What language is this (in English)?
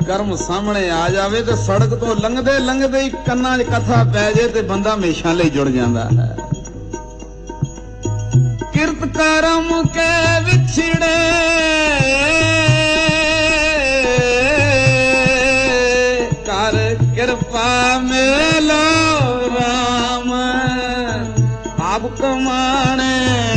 Punjabi